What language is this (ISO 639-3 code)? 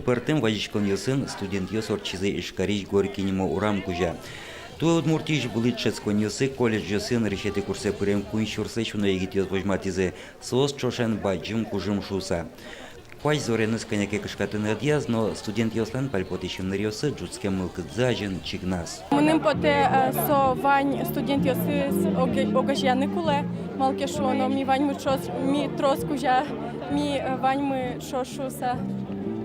udm